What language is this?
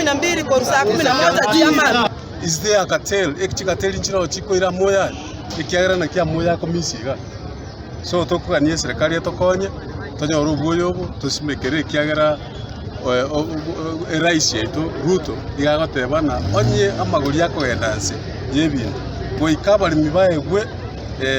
Gusii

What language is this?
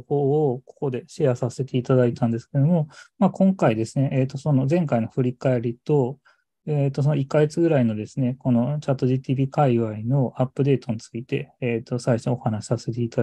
Japanese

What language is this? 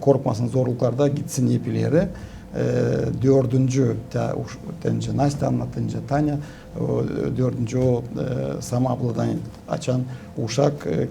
Gagauz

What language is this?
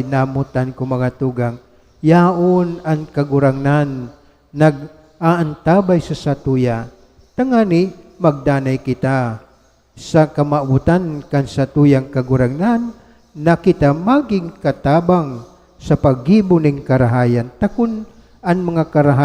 Bikol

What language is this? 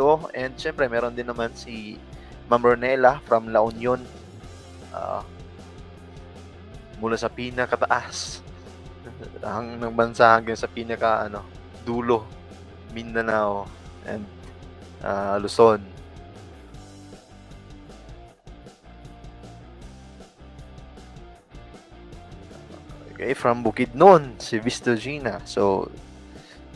Filipino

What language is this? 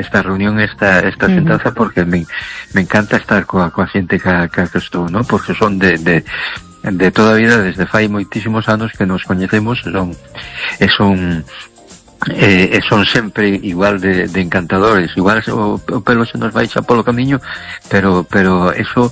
Galician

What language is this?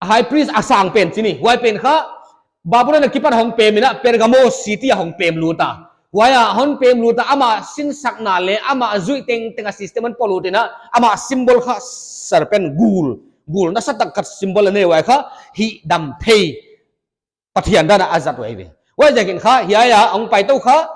Paite Chin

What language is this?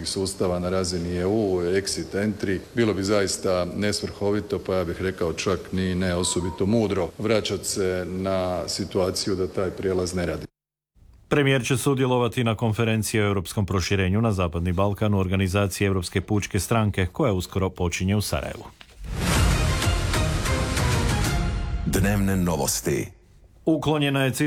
Croatian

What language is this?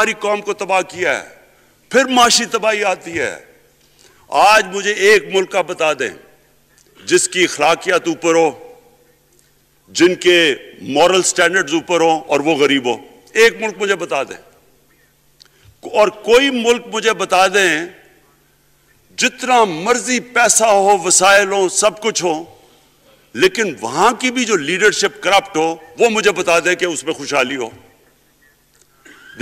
Urdu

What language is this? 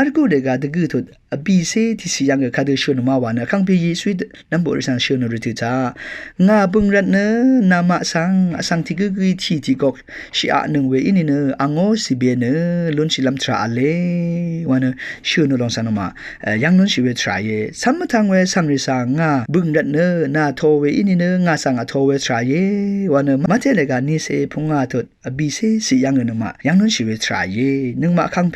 Rawang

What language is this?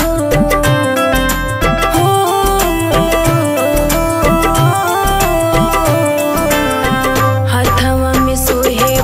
Bhojpuri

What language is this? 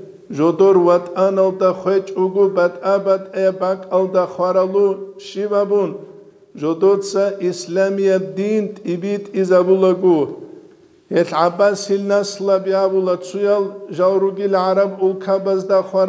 Avaric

